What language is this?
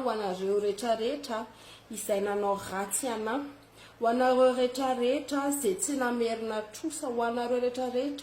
Malagasy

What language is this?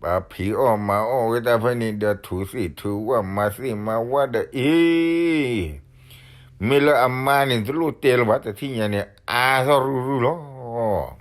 S'gaw Karen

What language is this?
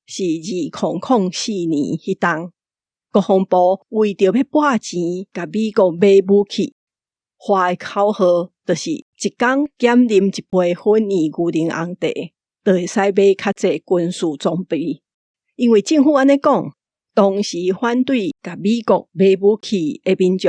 Min Nan Chinese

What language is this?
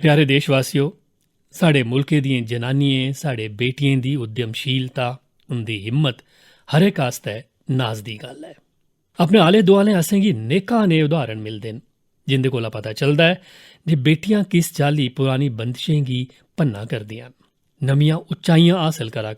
Dogri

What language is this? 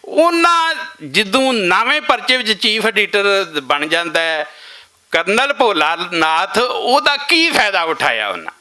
Western Panjabi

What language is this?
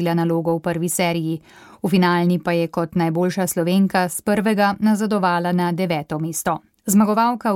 Slovenian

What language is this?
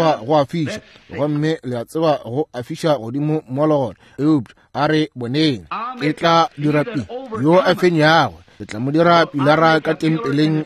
Northern Sotho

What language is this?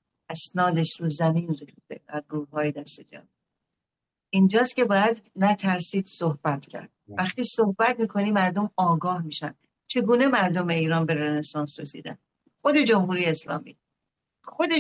Persian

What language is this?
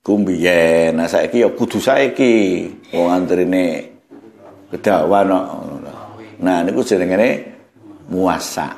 Javanese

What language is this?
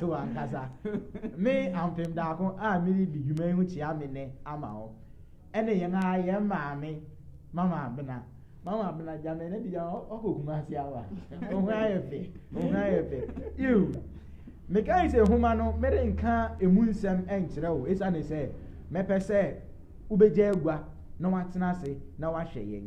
Akan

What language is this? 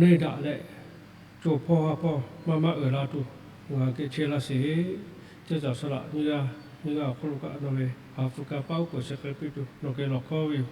Lahu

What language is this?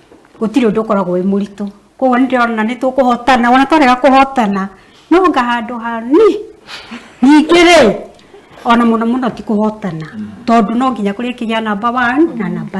Kikuyu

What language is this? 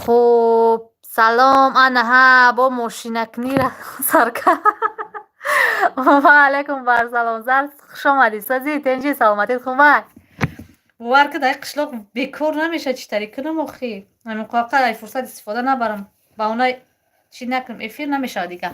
Tajik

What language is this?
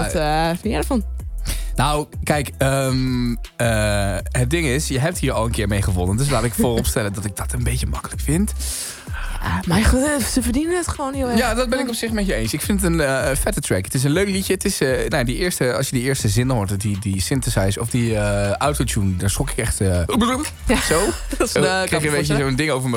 Dutch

